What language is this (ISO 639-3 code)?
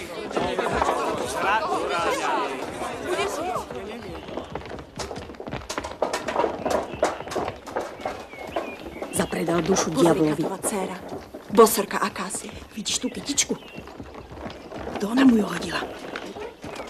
slk